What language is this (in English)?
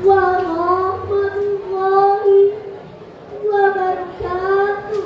Betawi